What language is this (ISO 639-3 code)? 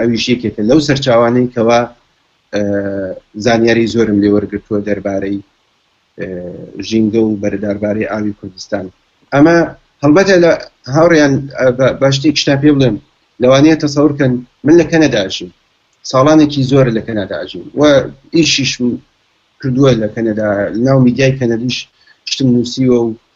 ckb